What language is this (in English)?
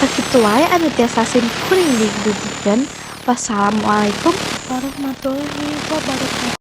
Sundanese